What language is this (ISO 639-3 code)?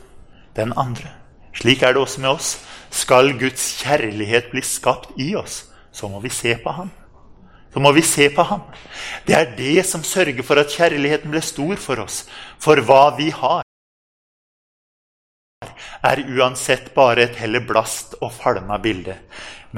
nor